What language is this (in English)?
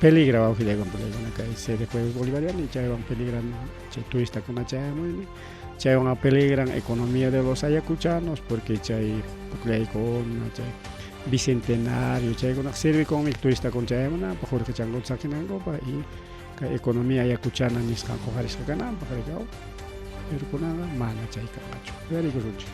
Ayacucho Quechua